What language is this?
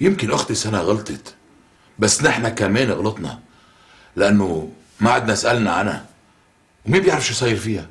North Levantine Arabic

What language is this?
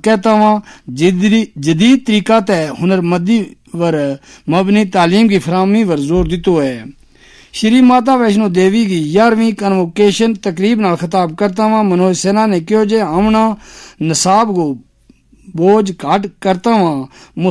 Gujari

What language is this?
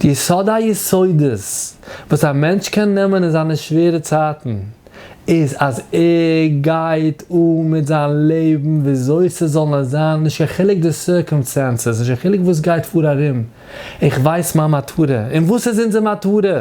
Yiddish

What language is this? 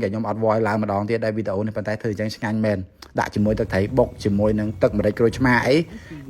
Khmer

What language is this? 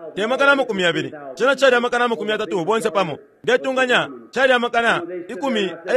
Bemba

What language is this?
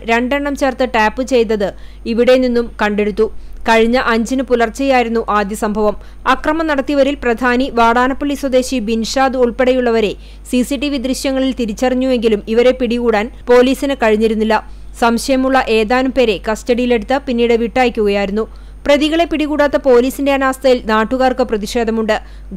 Malayalam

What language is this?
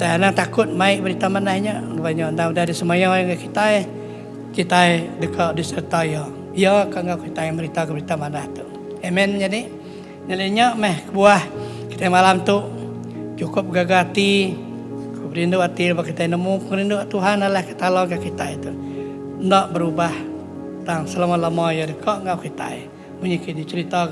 Iban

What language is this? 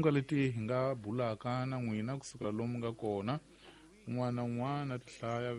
Tsonga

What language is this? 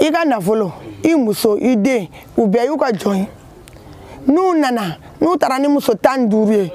Bambara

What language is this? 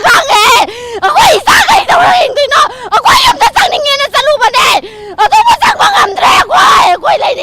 Manipuri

